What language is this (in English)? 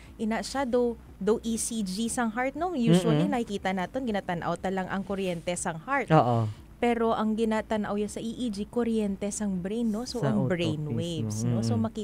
Hiligaynon